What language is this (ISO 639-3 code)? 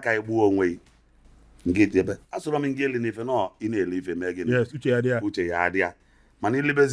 ibo